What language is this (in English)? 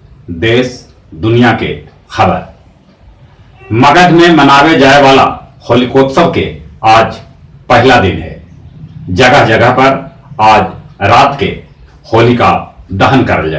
Magahi